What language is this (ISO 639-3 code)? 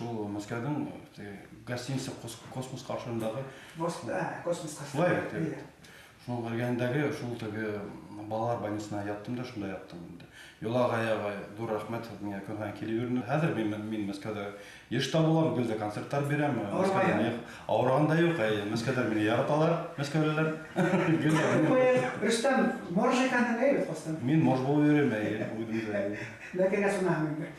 bak